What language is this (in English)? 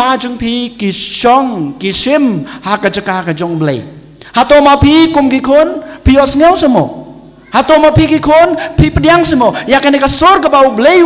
Khasi